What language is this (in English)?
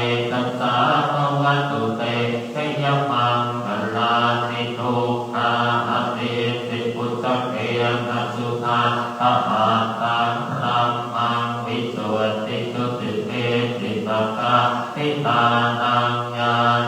Pali